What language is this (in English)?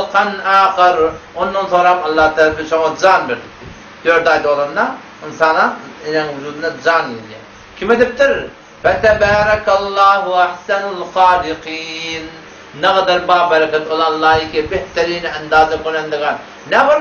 Turkmen